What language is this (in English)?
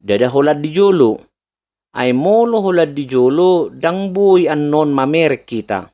Batak Toba